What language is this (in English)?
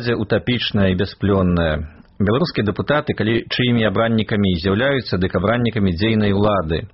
Belarusian